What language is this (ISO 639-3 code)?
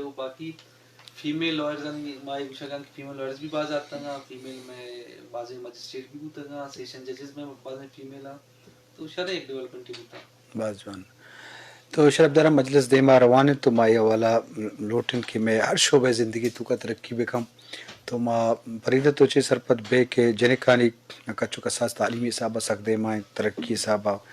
bgp